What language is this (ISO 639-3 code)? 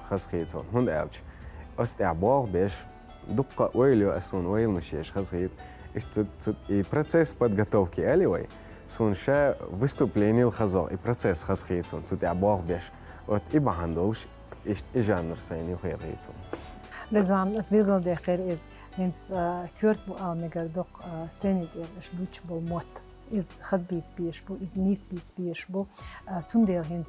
che